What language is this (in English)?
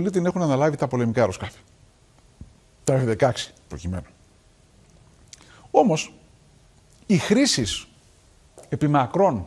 Greek